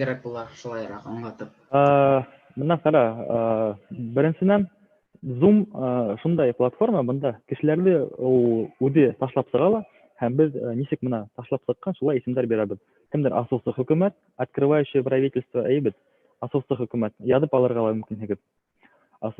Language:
Bashkir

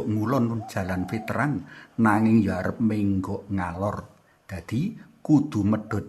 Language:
Javanese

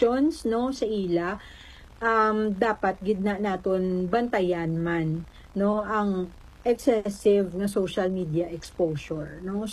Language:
Hiligaynon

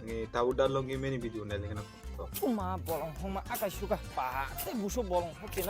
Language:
Kok Borok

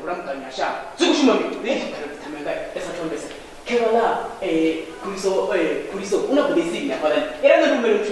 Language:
Venda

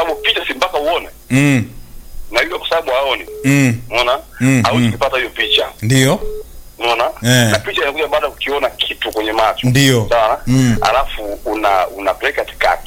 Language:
Swahili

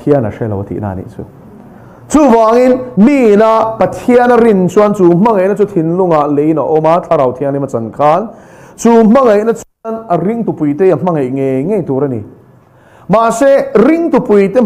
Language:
Mizo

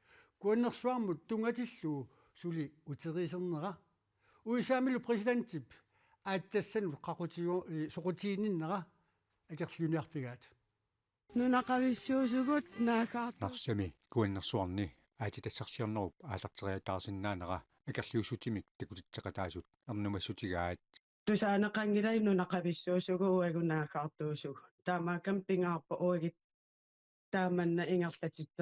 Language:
Kalaallisut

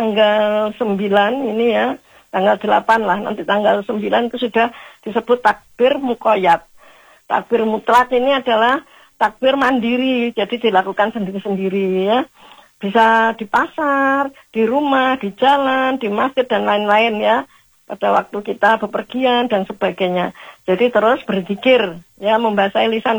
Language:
Indonesian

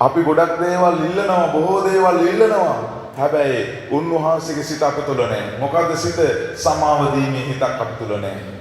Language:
Sinhala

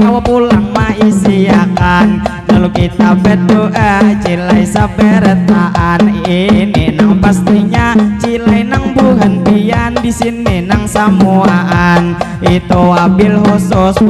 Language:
Banjar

